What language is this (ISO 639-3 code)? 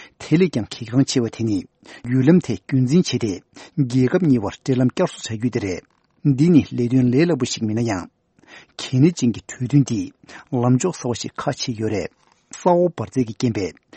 bod